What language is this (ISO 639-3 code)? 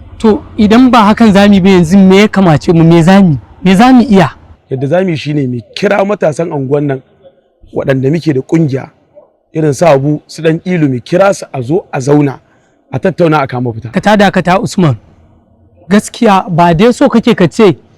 hau